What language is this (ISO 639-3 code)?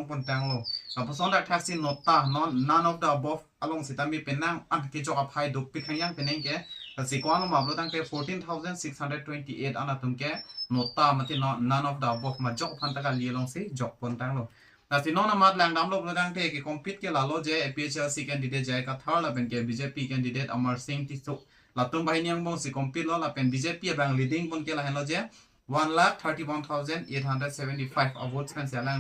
mjw